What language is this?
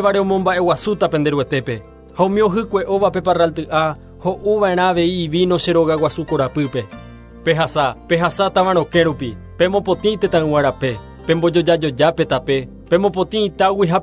Guarani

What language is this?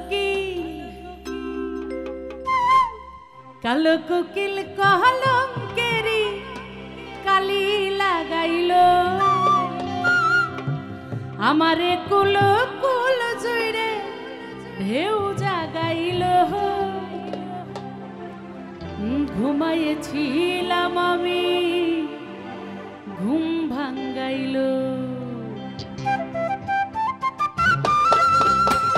Bangla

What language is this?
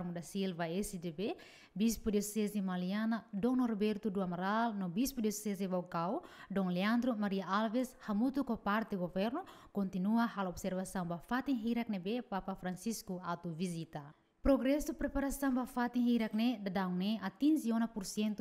Tetum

